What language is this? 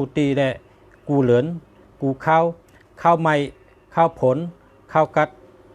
Shan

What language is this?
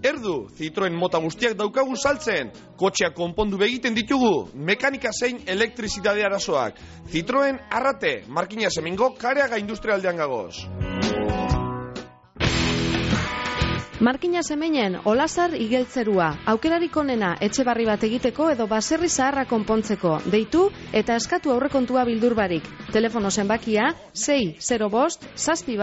Basque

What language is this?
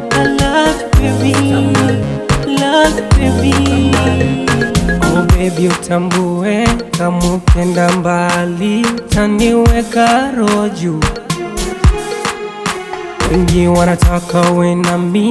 Swahili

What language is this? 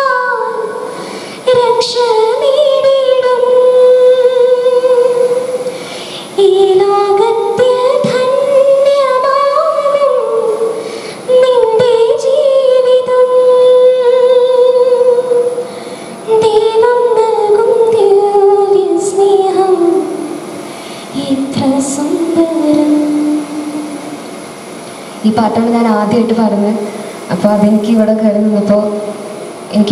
Malayalam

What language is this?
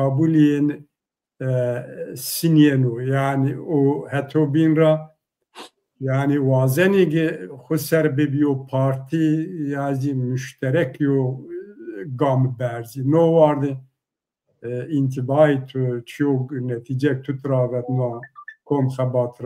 Zaza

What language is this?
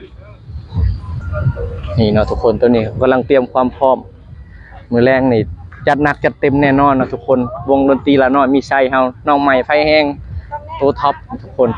Lao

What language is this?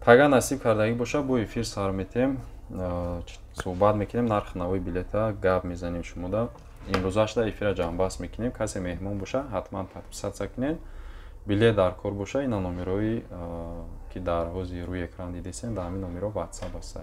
Tajik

